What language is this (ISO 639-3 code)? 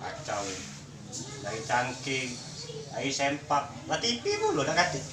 mui